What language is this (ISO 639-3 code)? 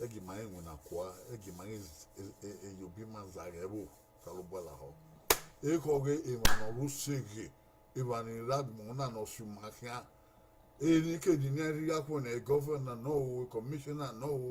bin